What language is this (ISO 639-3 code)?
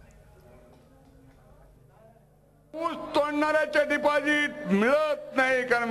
mar